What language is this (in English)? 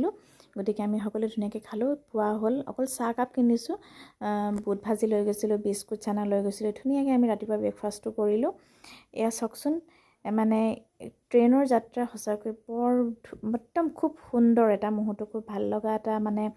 Assamese